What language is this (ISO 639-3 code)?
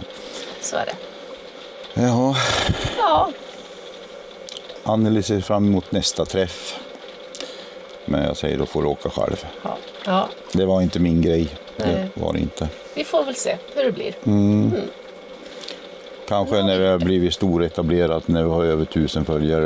swe